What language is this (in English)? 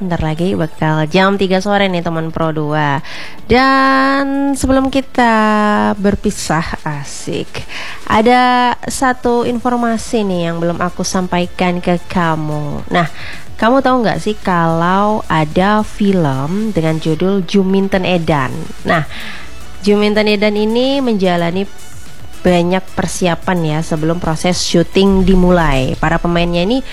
Indonesian